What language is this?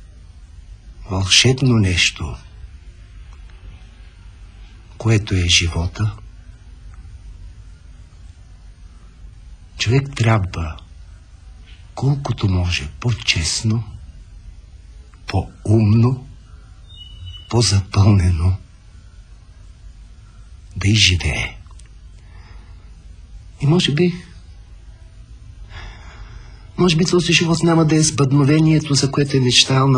Bulgarian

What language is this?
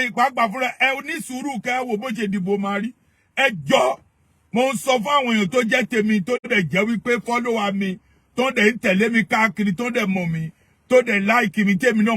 Yoruba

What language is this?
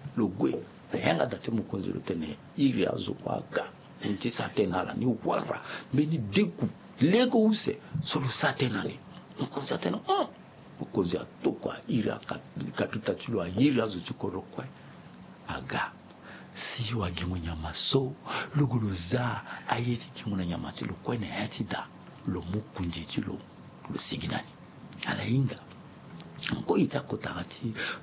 Sango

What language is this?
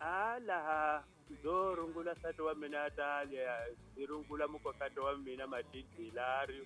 Tsonga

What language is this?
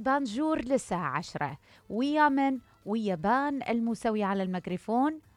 Mesopotamian Arabic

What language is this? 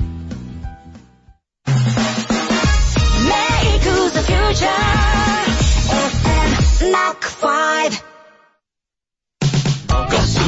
Japanese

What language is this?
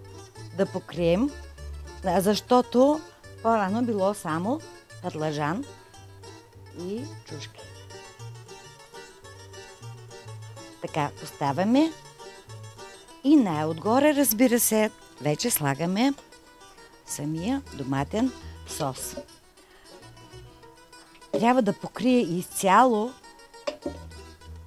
Bulgarian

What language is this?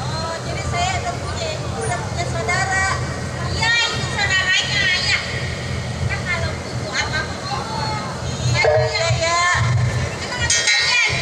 Betawi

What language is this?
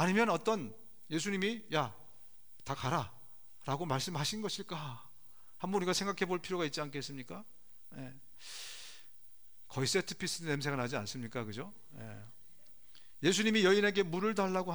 Korean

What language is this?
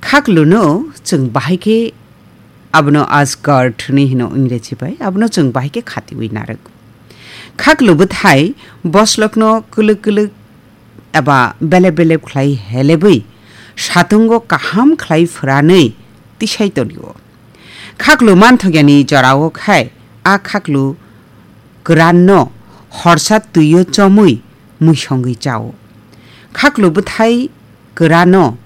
Kok Borok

